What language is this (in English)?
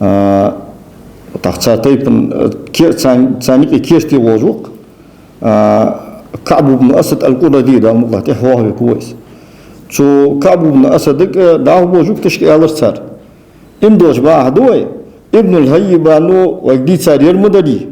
Ingush